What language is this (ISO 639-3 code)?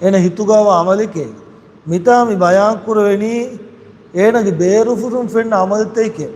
div